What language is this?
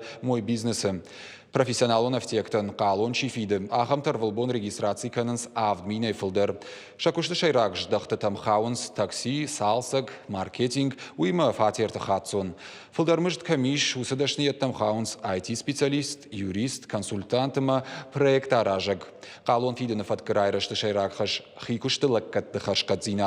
Ossetic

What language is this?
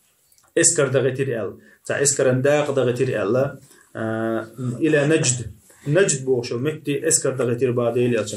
Chechen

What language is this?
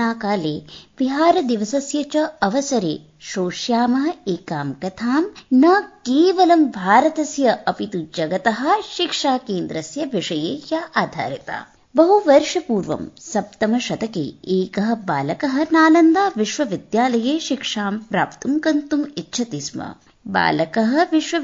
Sanskrit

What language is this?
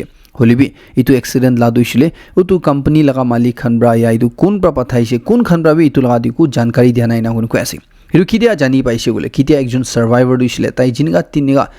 Naga Pidgin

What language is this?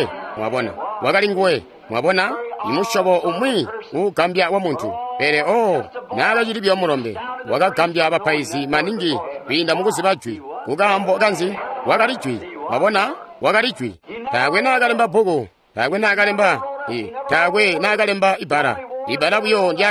Tonga (Zambia)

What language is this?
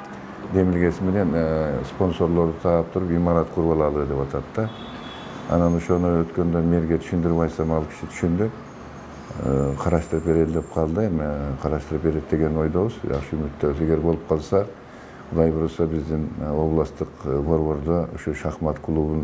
Kyrgyz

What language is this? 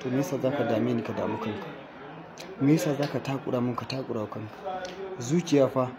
Hausa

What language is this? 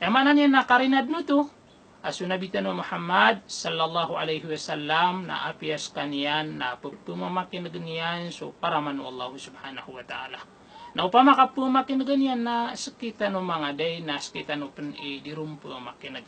Maranao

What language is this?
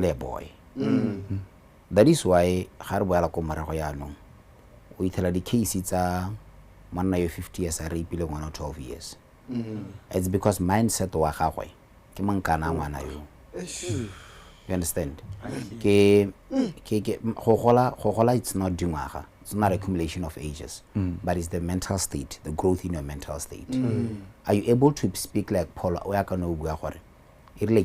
Tswana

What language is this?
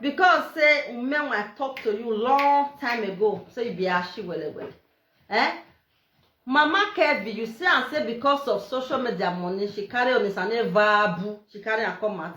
Nigerian Pidgin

